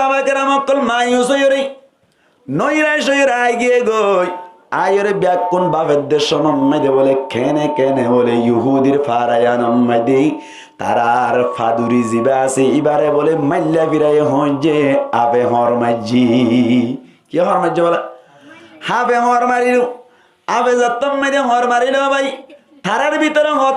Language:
Rohingya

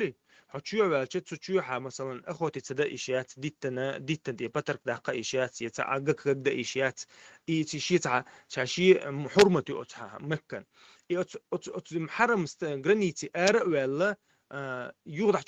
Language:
Chechen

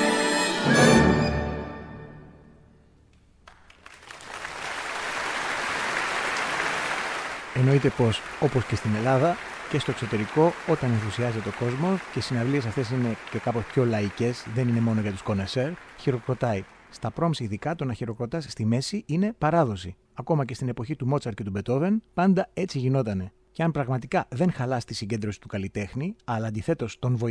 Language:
Greek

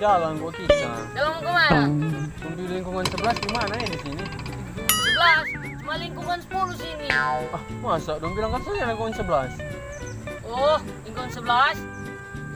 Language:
Manado Malay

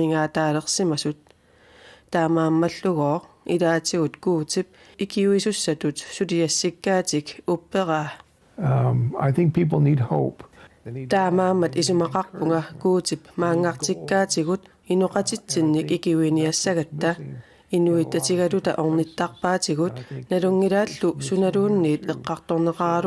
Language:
Kalaallisut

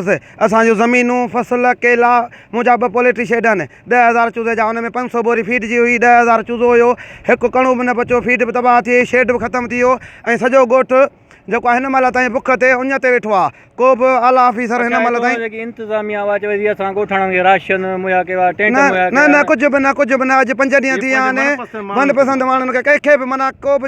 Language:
Sindhi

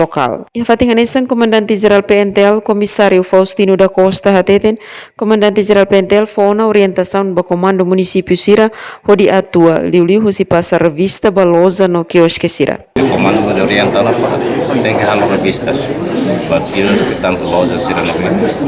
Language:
Tetum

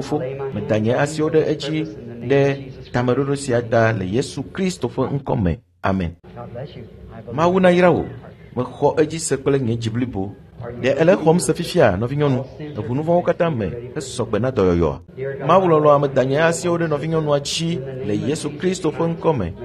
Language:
Ewe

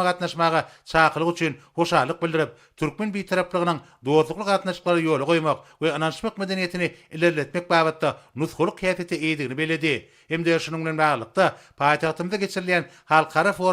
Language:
Turkmen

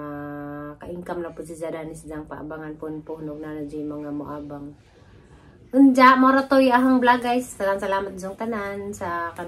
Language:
Cebuano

